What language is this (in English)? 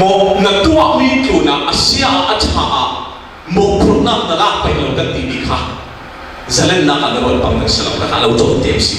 Falam Chin